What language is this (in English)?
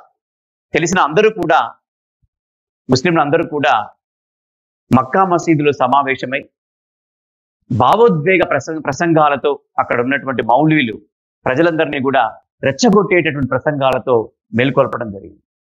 Telugu